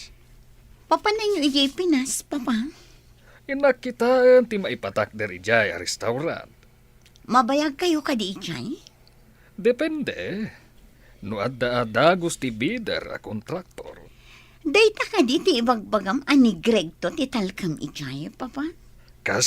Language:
Iloko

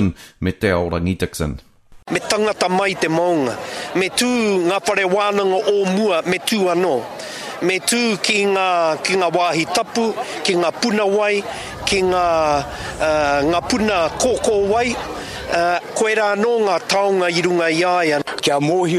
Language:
Māori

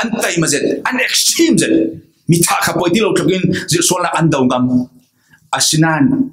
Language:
Falam Chin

